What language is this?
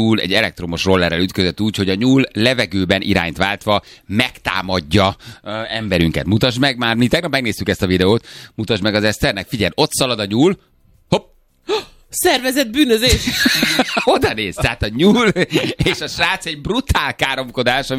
Hungarian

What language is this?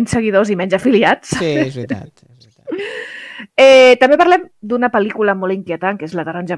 Catalan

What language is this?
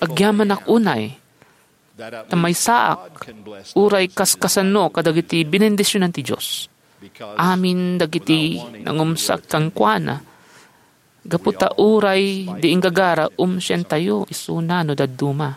Iloko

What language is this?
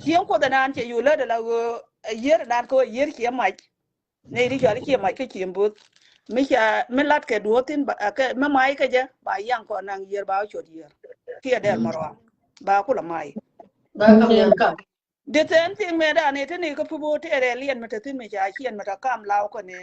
Nuer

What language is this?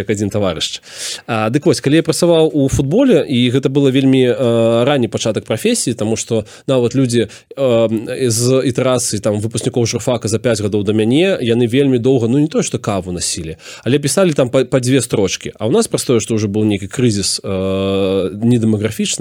Belarusian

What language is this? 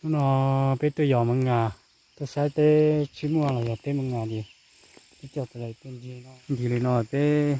Hmong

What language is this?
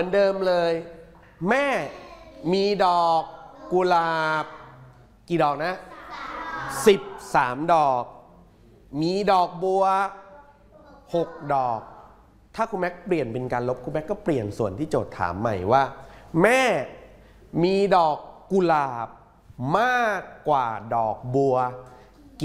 Thai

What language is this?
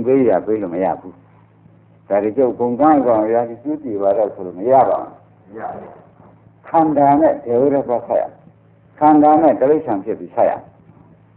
Burmese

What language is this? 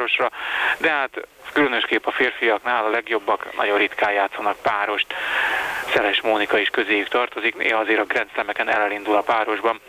Hungarian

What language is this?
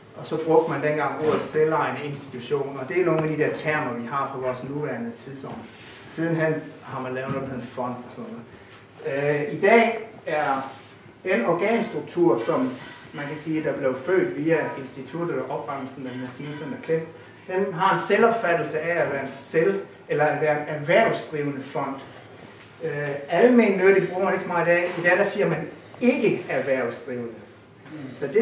Danish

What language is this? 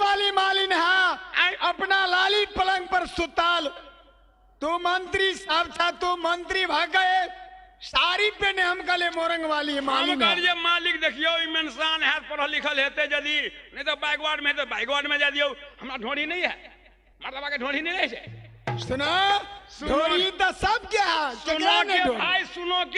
Maithili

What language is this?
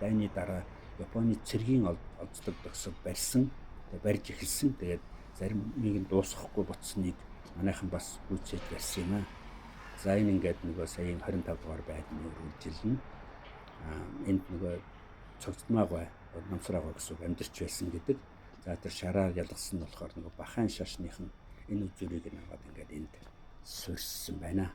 Mongolian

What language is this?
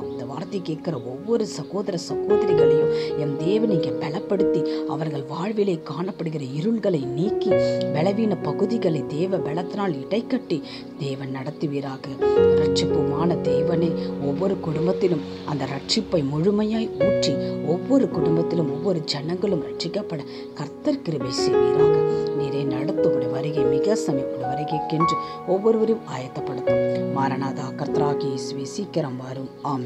Tamil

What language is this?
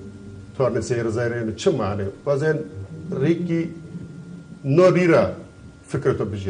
Zaza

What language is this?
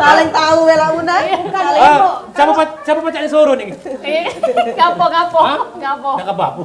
Musi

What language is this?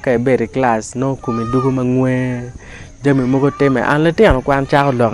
Acoli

